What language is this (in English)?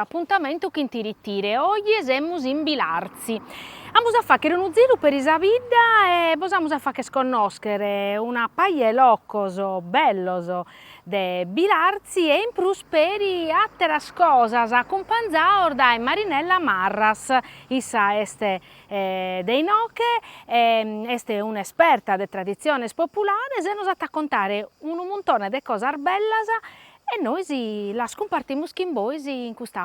Sardinian